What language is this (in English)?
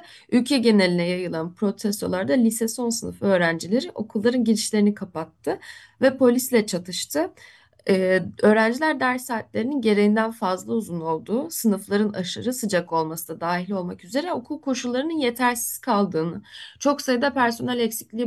Turkish